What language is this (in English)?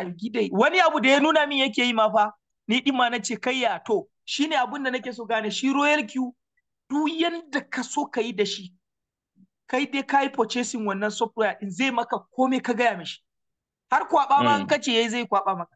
Hausa